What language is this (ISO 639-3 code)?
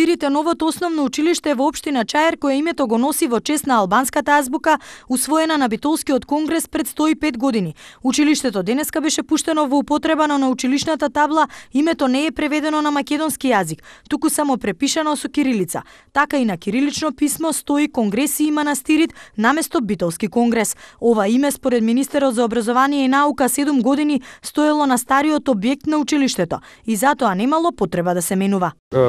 mkd